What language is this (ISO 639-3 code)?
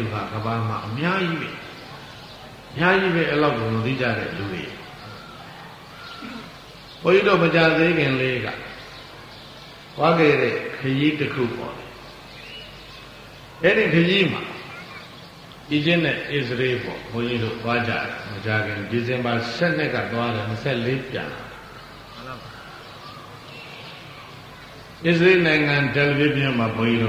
mya